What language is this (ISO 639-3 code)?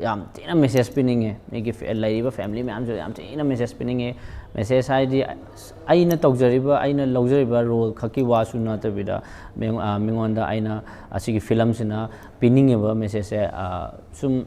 mni